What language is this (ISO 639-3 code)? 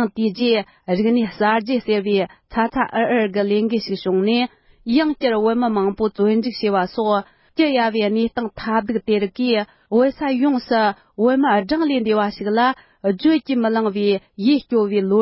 bod